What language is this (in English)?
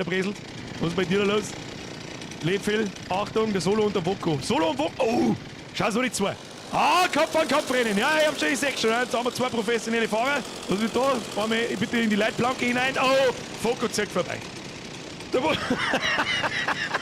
Bavarian